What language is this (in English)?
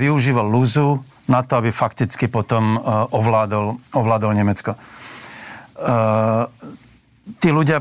Slovak